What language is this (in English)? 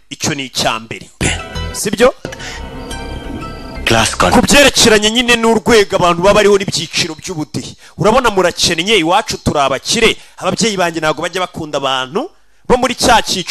Kinyarwanda